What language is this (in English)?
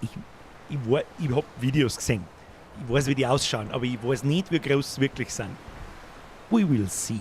Bavarian